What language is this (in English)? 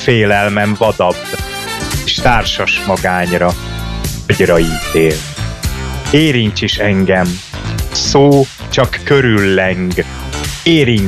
Hungarian